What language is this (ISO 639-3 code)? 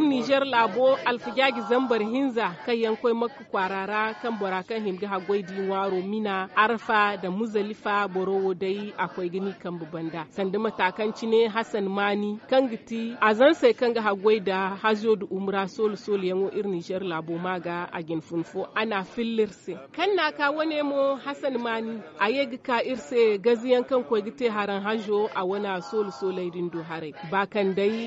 dje